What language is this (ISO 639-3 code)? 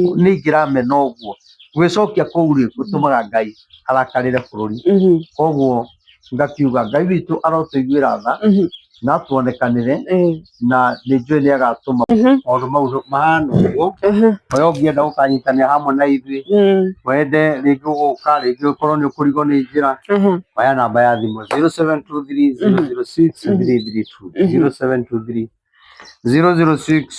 kik